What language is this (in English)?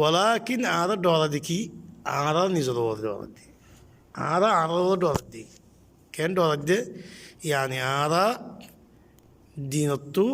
Rohingya